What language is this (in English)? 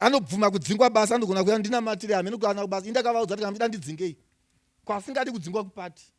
Shona